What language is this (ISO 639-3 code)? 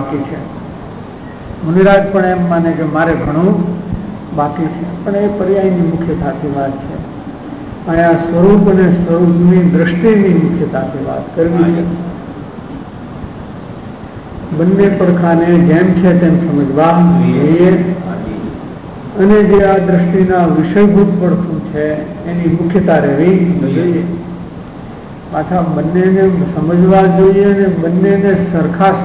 guj